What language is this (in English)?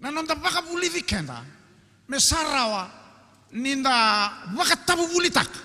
Fijian